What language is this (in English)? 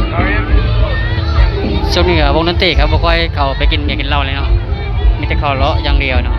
Lao